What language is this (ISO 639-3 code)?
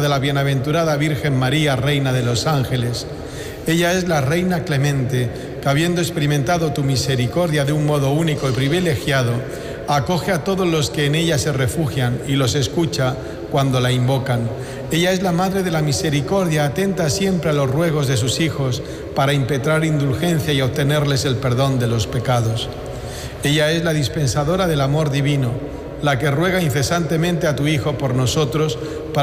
spa